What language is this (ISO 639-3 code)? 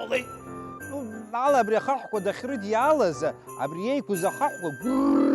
abk